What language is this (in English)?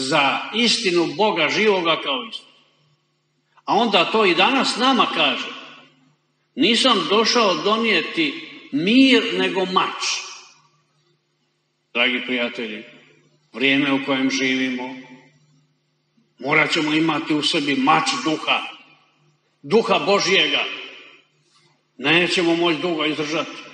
Croatian